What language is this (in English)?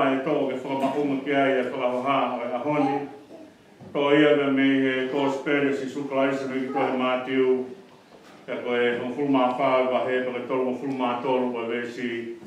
Tongan